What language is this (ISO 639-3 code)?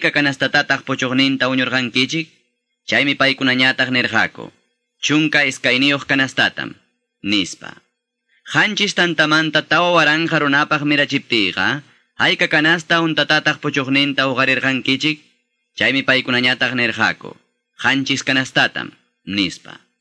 que